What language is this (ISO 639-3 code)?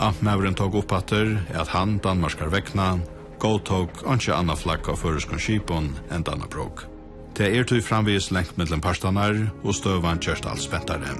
fao